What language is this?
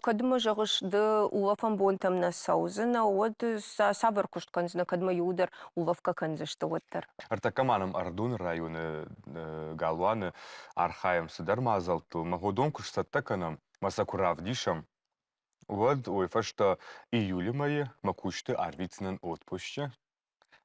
Ossetic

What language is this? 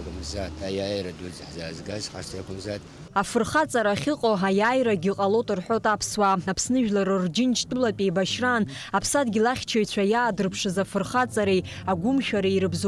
Abkhazian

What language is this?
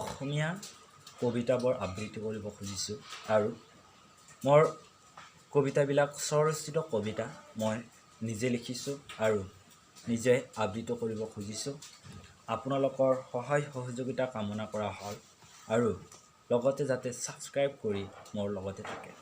Assamese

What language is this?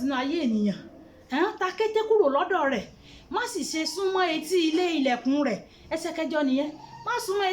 Yoruba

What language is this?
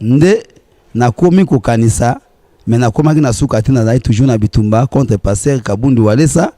Lingala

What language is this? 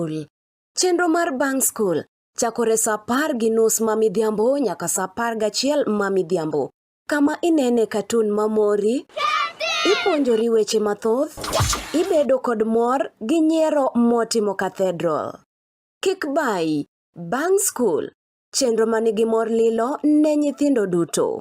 Luo (Kenya and Tanzania)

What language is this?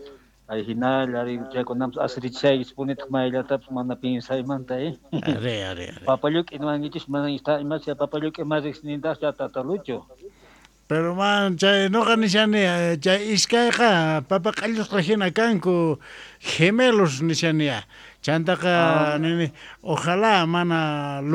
South Bolivian Quechua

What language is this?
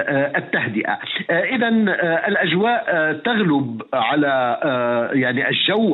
Arabic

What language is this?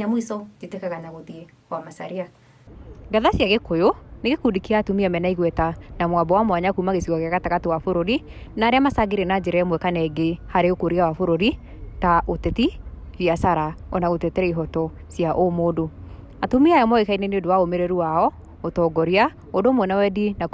Kikuyu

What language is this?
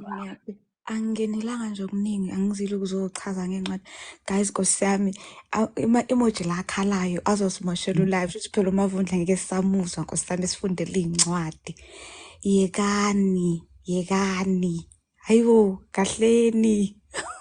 Zulu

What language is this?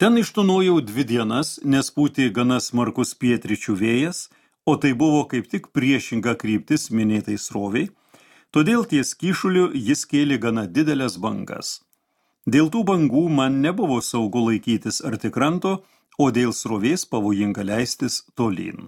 Lithuanian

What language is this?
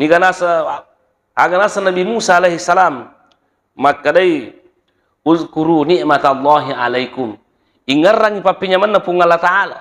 Buginese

